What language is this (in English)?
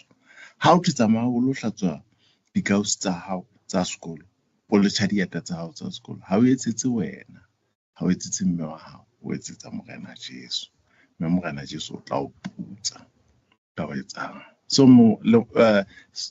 Southern Sotho